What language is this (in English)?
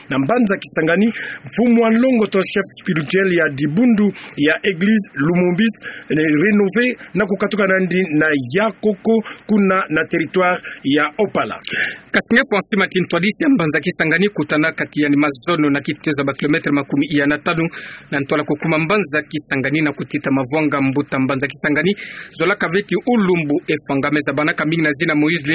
Kituba (Democratic Republic of Congo)